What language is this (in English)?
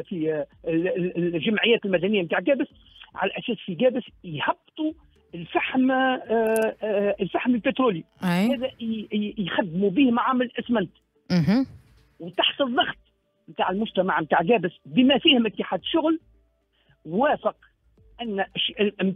Tunisian Arabic